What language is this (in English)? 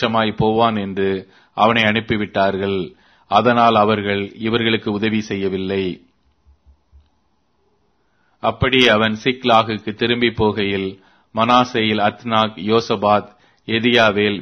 Tamil